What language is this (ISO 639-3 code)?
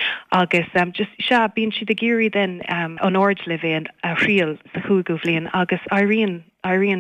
gle